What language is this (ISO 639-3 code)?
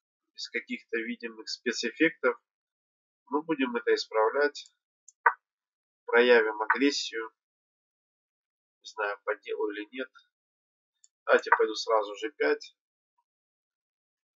rus